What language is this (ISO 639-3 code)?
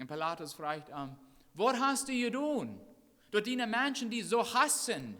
pdt